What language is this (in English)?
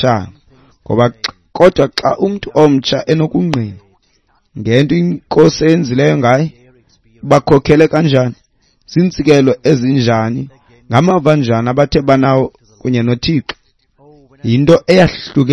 Xhosa